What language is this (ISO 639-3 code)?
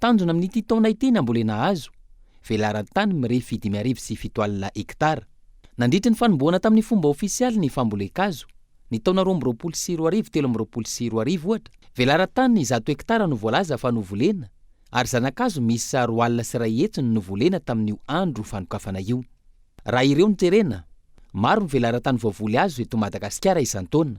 mlg